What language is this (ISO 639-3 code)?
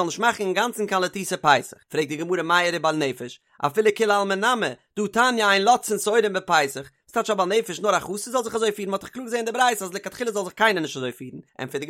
yid